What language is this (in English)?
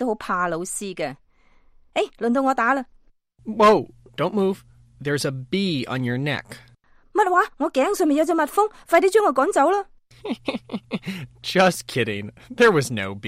Cantonese